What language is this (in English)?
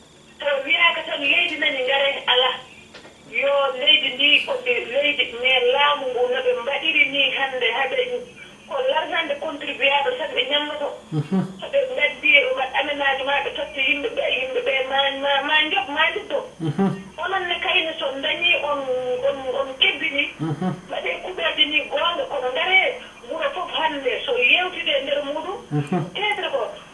Fula